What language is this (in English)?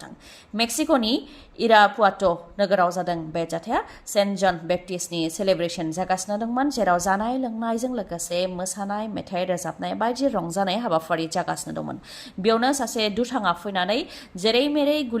Bodo